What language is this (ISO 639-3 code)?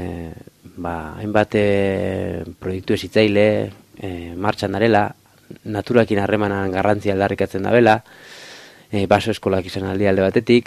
eus